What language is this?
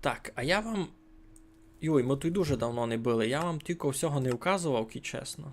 Rusyn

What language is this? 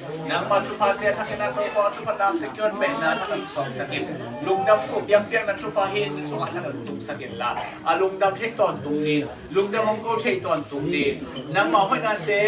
Tedim Chin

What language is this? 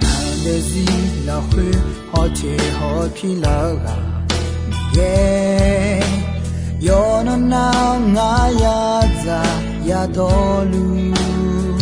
Akha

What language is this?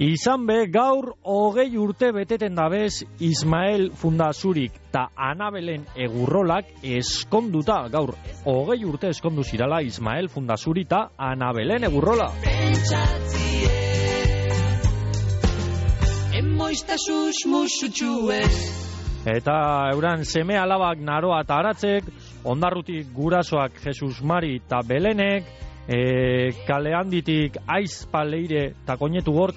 Basque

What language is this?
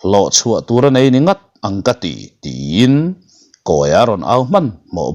Mizo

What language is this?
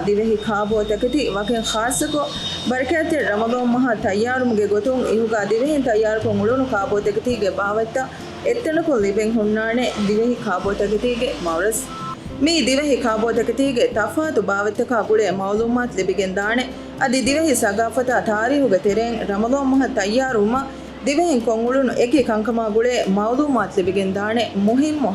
Divehi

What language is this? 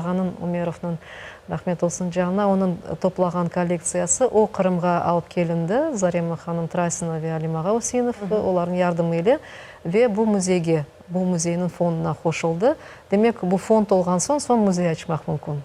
Crimean Tatar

